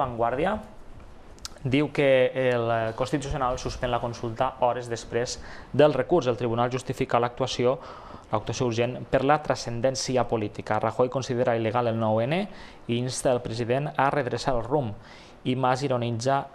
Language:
Catalan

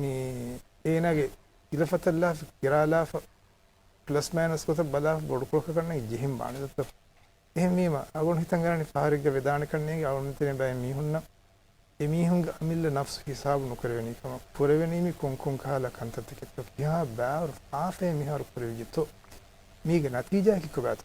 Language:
Divehi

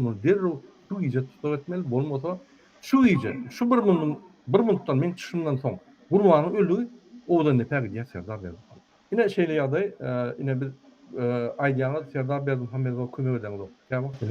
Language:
Turkmen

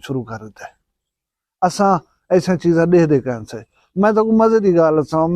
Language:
Saraiki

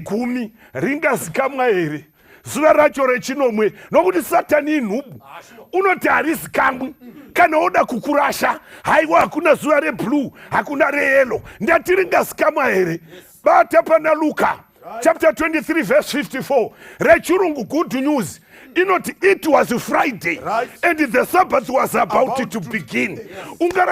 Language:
Shona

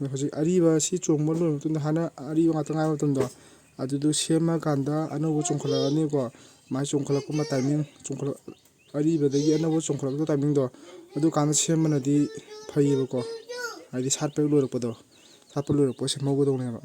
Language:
Manipuri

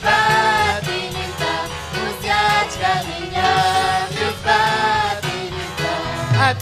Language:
Ayacucho Quechua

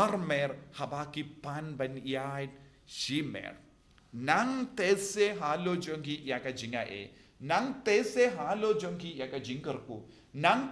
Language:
Khasi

